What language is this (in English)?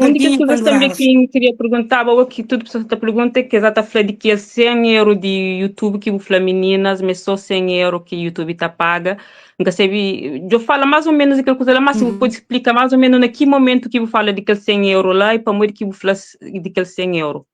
Kabuverdianu